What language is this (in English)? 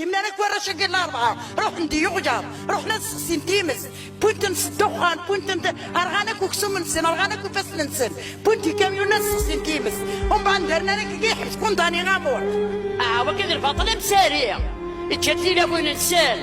Kabyle